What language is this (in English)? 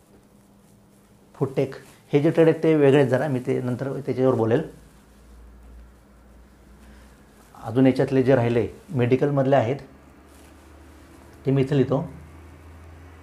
Marathi